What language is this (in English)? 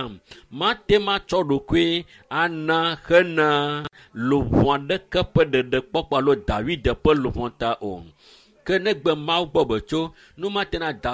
Ewe